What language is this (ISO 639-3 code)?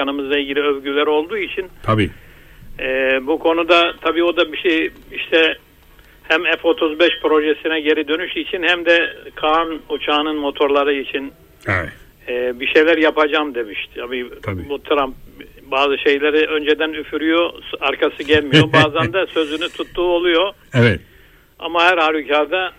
tur